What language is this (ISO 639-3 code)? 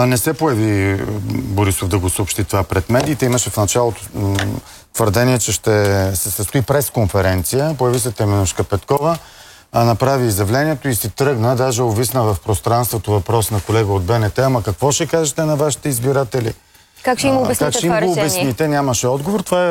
bul